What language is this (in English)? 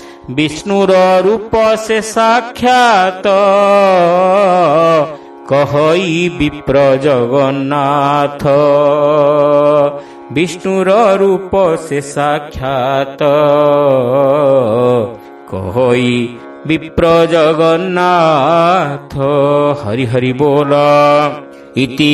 Odia